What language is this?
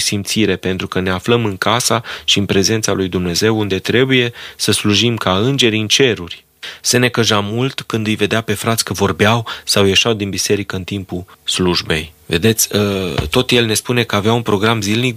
Romanian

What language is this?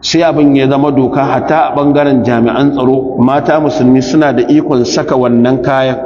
Hausa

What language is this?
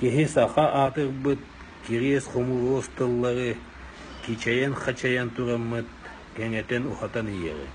Yakut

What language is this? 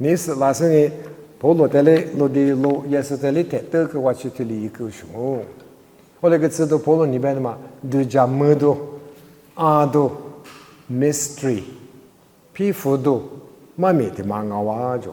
Lisu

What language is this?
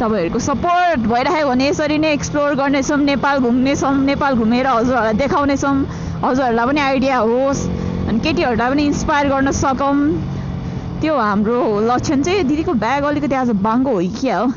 Nepali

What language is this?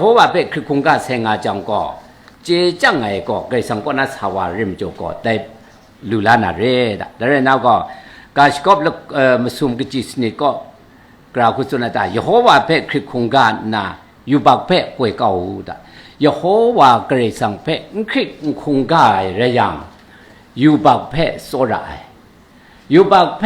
Kachin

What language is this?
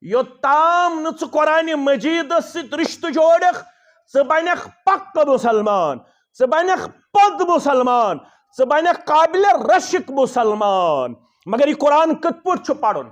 Kashmiri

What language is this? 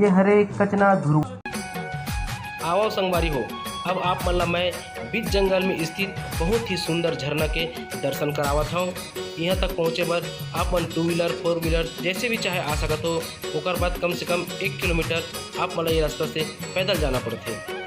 Chhattisgarhi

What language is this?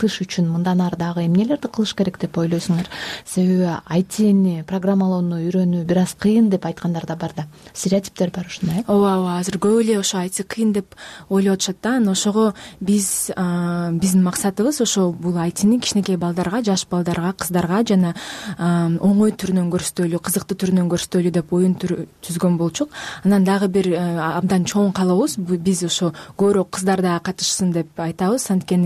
Kyrgyz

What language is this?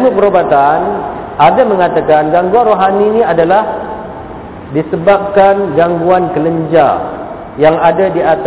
Malay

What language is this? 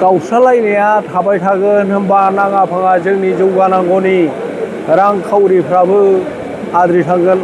Bodo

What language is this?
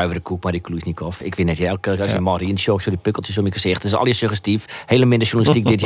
Western Frisian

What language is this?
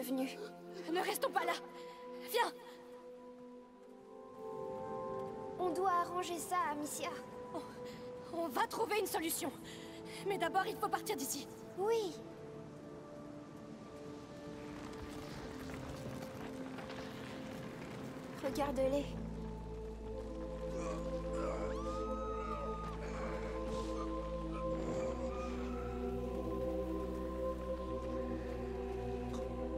French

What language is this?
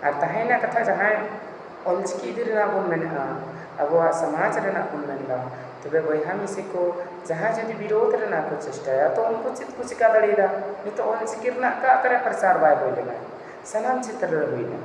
Santali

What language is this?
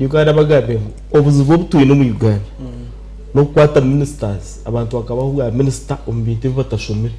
Nyankole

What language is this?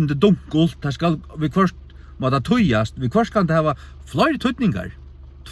Faroese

